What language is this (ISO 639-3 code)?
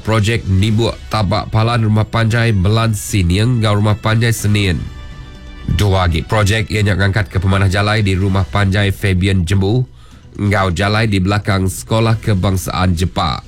iba